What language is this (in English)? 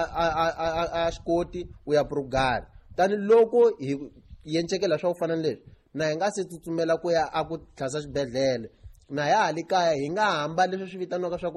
Tsonga